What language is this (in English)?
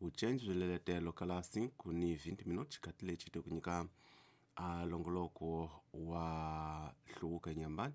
Tsonga